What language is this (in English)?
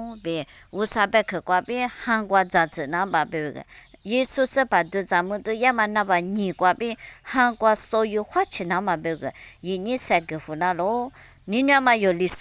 Lisu